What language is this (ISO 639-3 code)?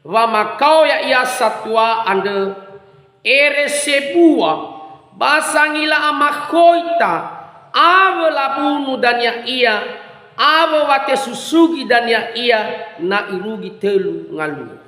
nia